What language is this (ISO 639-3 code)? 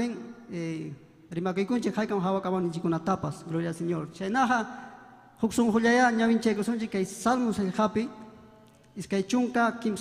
quy